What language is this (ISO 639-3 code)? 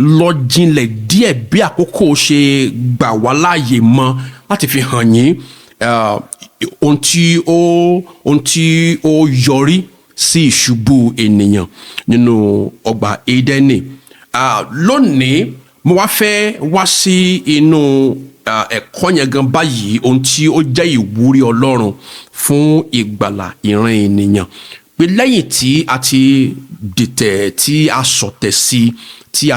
yor